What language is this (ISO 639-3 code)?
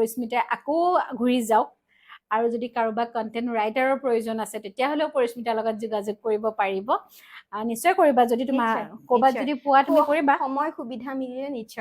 asm